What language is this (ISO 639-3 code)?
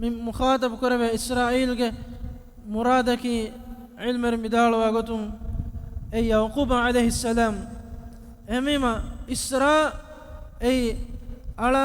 div